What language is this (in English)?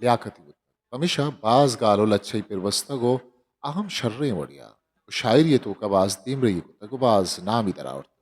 Eastern Balochi